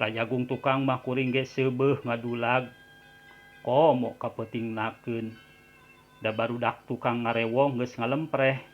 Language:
Sundanese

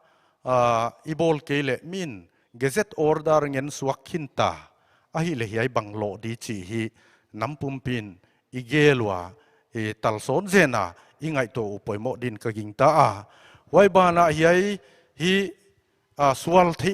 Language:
Paite Chin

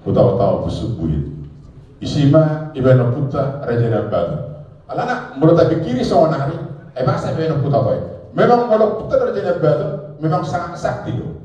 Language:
Batak Toba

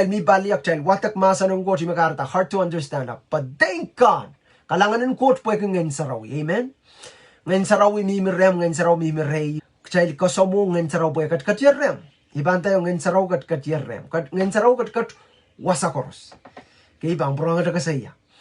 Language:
Pohnpeian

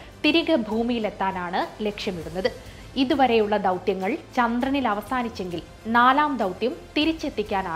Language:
Malayalam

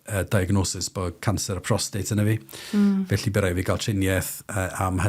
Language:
Welsh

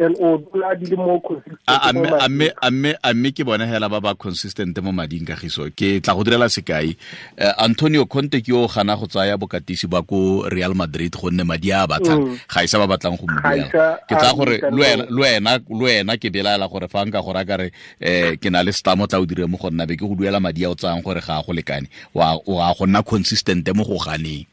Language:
Tswana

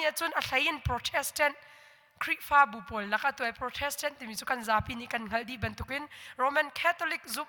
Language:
Hakha Chin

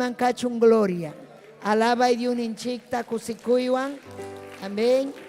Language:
Ayacucho Quechua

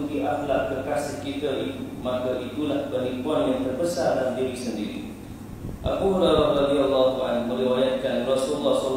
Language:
Malay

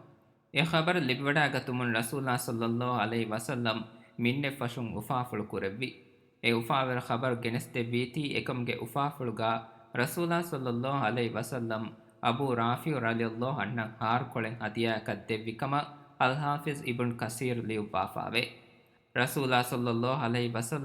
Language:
Divehi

